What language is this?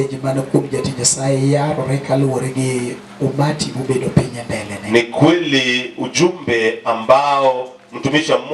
Luo (Kenya and Tanzania)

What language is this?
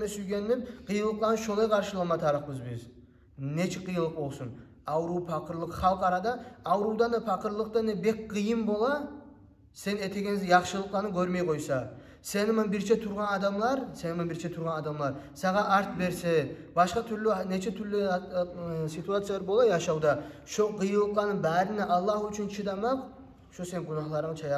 Kumyk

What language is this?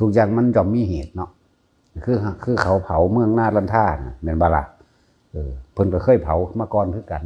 Northeastern Thai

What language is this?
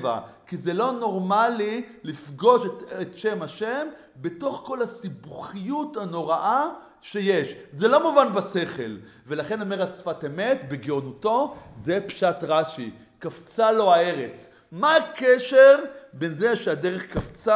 Hebrew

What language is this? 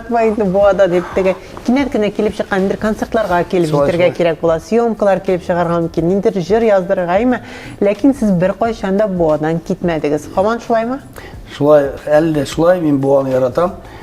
Tatar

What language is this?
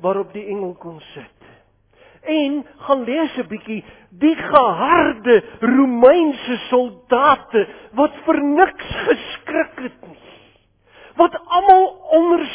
Afrikaans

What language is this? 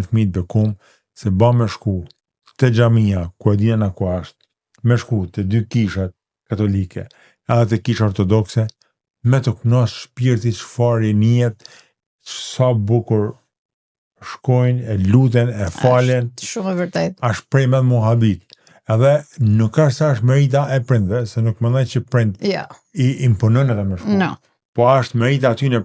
Albanian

